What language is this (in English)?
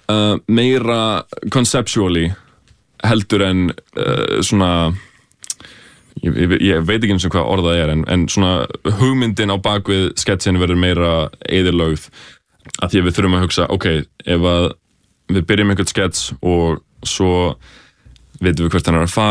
Icelandic